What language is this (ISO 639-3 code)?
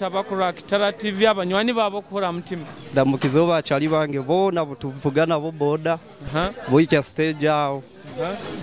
nyo